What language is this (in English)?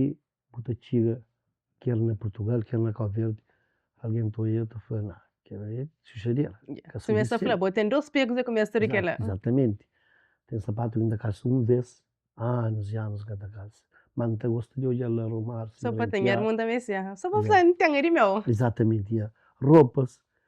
Kabuverdianu